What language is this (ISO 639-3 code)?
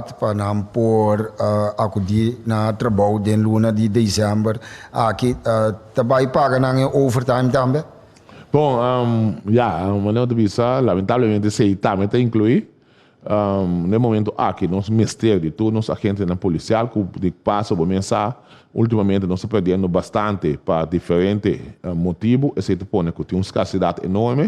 pap